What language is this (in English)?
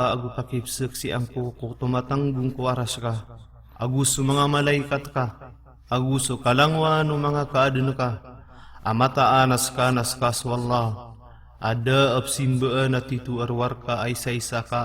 Maranao